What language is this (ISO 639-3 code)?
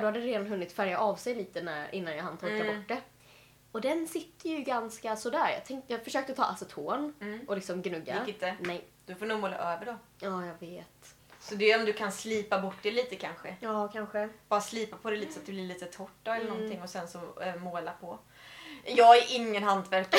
swe